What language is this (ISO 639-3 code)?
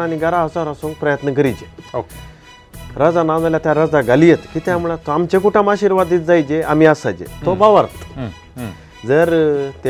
kok